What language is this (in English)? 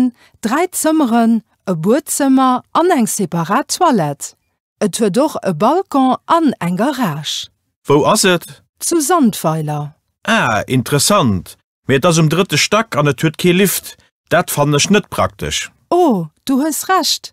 Luxembourgish